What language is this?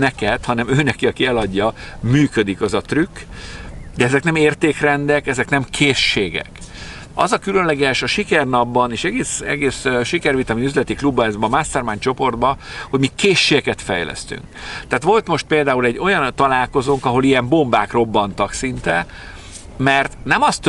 Hungarian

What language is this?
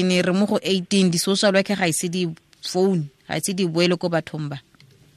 Tswana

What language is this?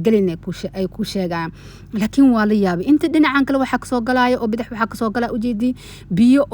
Somali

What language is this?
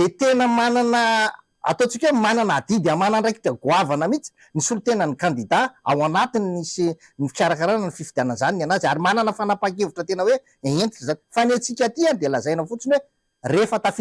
Malagasy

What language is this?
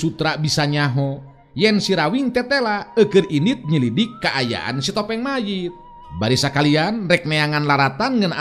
Sundanese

